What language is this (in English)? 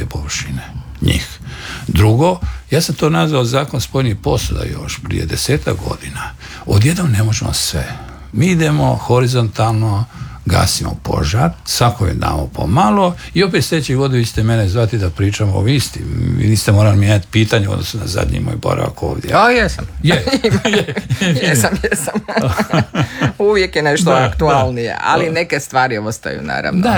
Croatian